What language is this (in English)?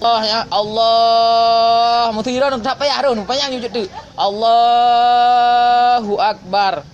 Achinese